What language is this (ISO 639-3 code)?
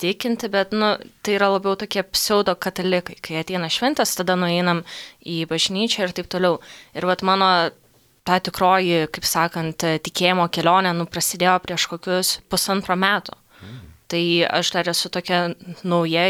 lit